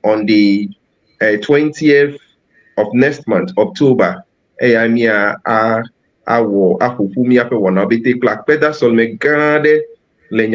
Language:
Ewe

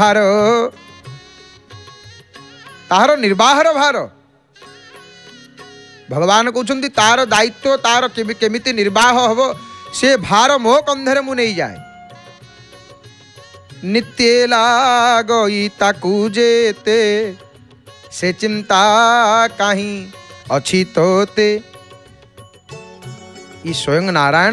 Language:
Odia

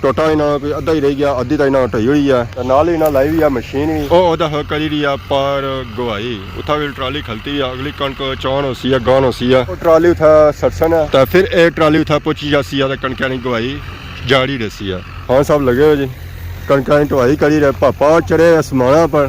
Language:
Pahari-Potwari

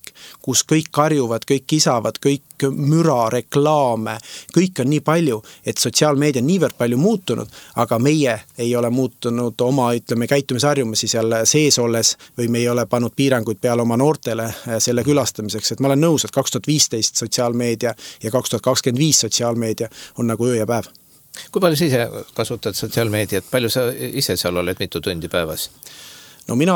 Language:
Estonian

